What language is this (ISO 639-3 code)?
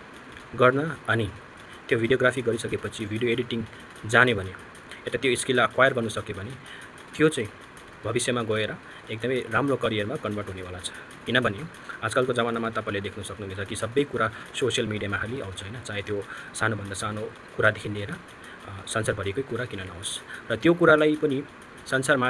nep